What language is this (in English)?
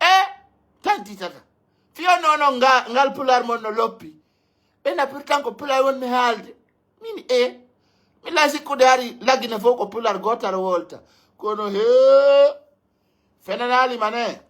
Pular